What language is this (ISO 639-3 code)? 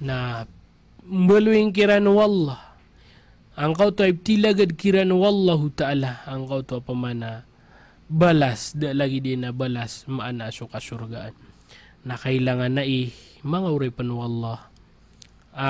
mrw